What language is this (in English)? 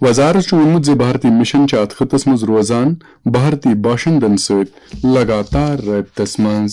Kashmiri